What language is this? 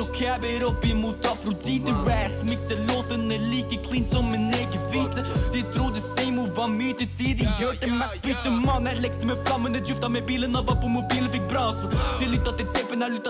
Norwegian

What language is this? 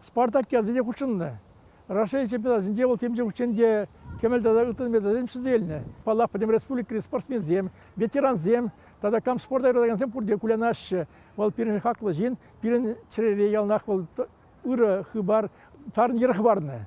Chuvash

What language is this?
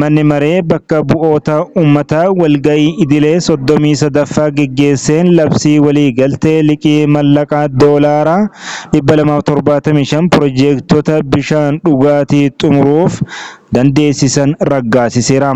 Oromo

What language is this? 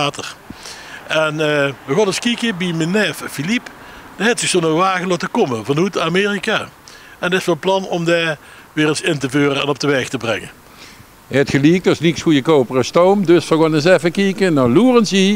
Limburgish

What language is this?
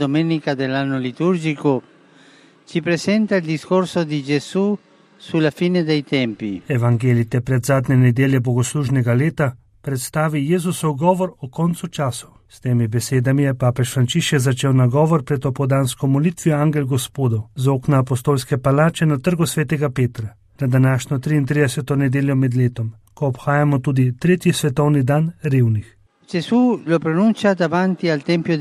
Slovenian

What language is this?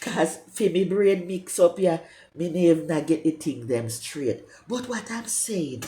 Jamaican Creole English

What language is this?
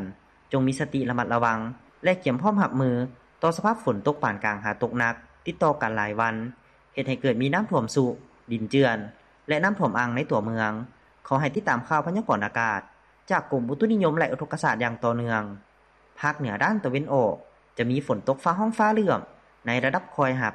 Lao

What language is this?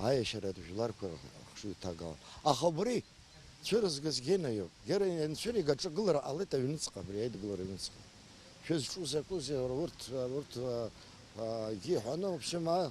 Abkhazian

